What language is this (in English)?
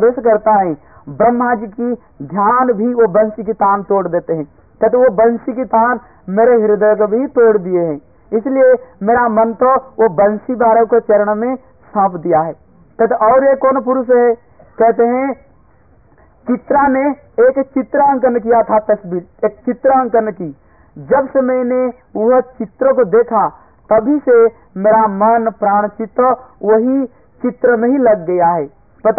Hindi